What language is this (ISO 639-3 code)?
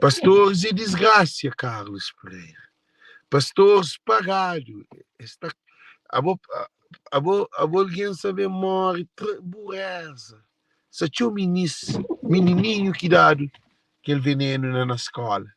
kea